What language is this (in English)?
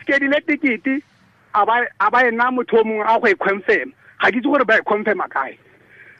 Tswana